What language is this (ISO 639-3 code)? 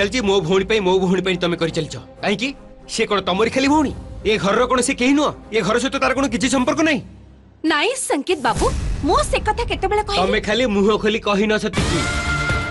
ori